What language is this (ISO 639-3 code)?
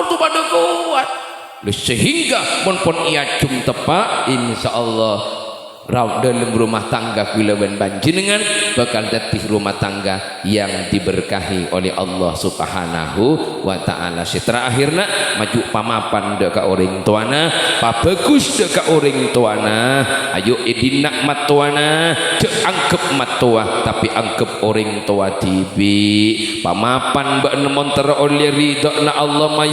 mad